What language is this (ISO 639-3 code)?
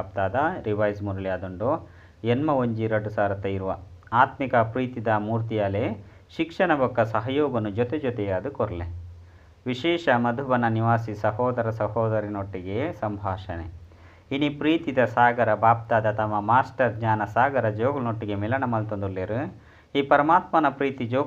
tcy